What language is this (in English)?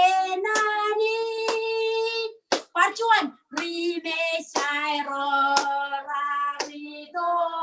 Marshallese